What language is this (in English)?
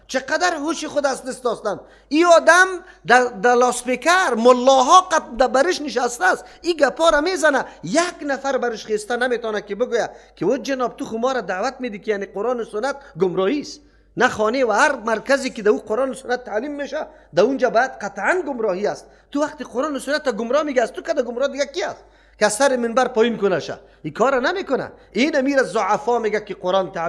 Persian